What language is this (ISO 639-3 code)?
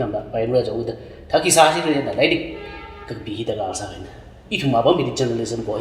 nmf